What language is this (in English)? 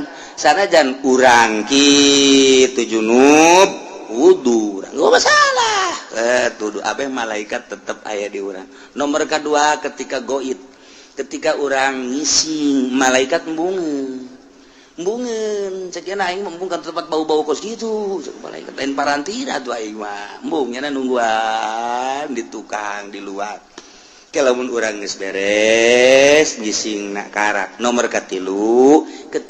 Sundanese